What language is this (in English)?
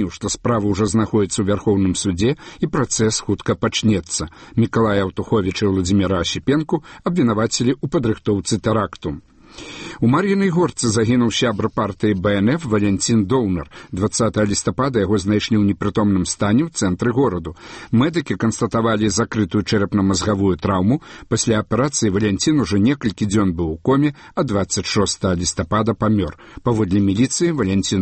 Belarusian